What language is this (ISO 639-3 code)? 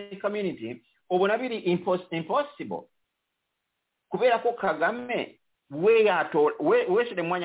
kin